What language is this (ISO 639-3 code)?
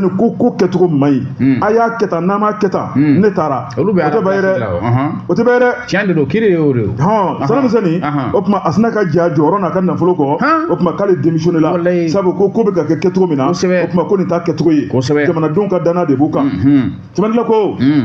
bam